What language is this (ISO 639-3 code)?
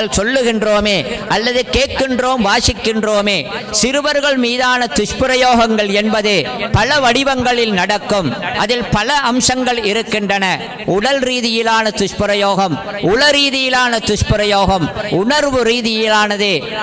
tam